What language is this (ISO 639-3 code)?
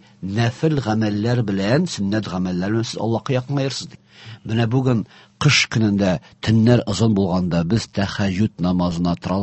tat